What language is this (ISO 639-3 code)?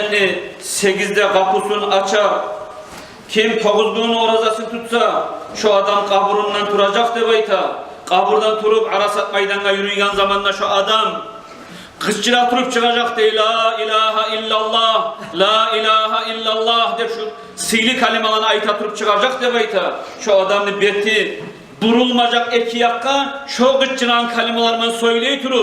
kum